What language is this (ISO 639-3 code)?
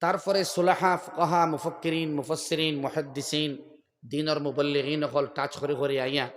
syl